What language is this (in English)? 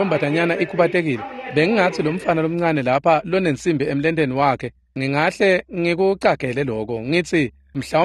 Swati